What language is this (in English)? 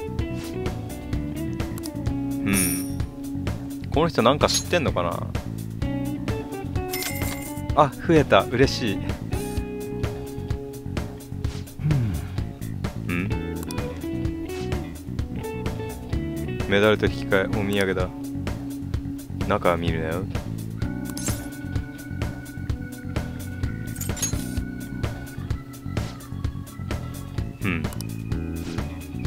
Japanese